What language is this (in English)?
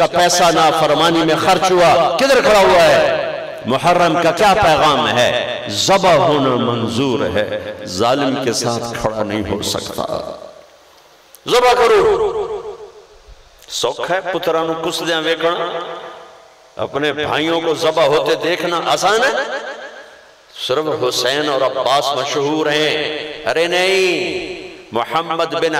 Urdu